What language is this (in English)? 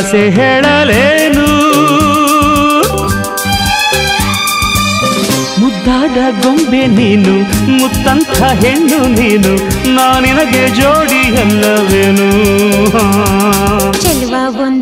Kannada